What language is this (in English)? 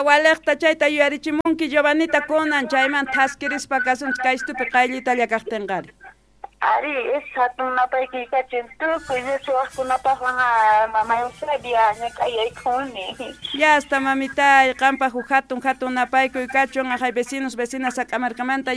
South Bolivian Quechua